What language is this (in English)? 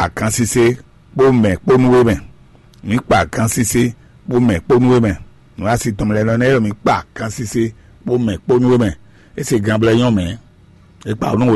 Fon